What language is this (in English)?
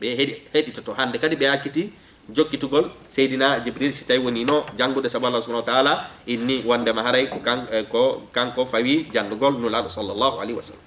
Fula